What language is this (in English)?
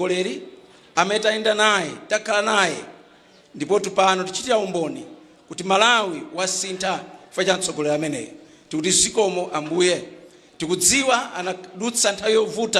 Nyanja